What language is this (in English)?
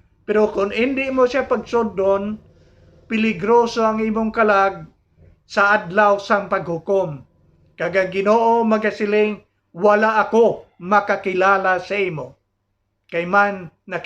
Hiligaynon